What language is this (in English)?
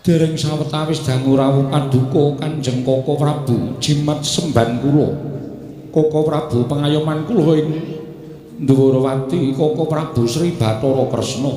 Javanese